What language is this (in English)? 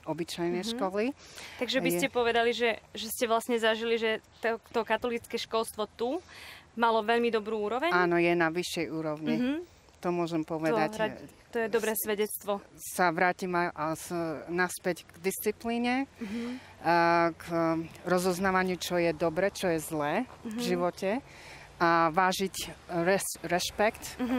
Slovak